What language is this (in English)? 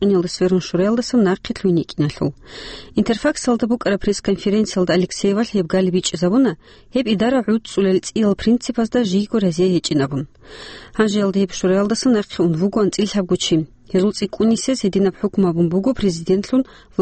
Avaric